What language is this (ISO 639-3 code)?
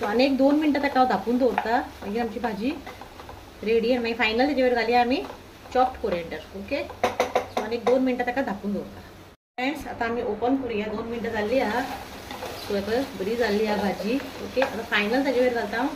kok